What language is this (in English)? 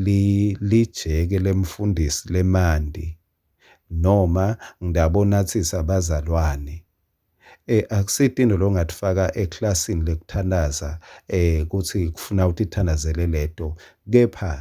Swati